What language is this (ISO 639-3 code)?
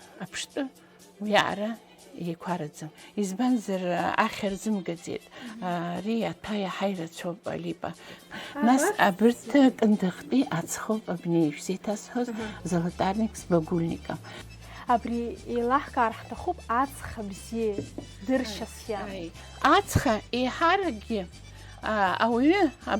abk